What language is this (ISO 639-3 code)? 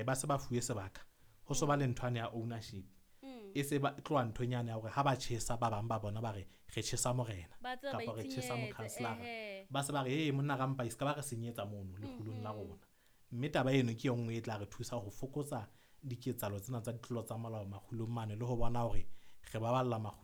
sot